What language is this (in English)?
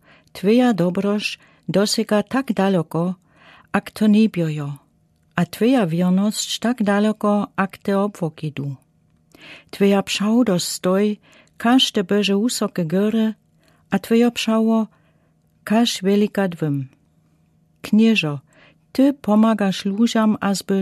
Lower Sorbian